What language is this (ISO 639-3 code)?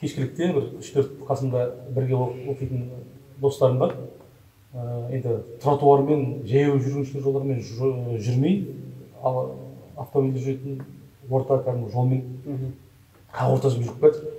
kaz